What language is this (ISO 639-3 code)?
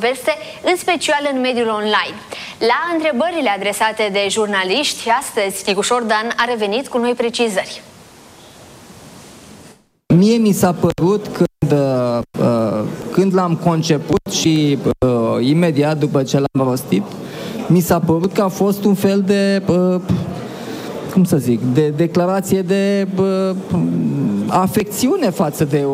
ron